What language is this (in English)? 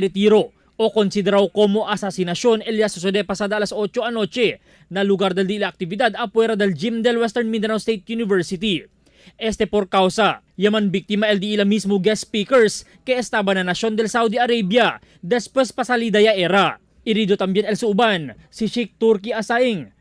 Chavacano